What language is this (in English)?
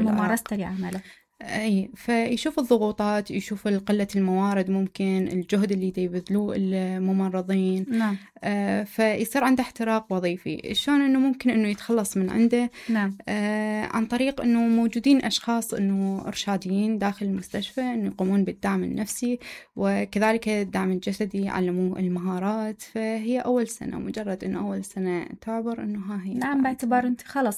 Mesopotamian Arabic